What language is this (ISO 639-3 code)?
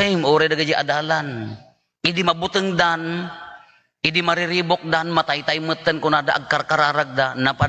ilo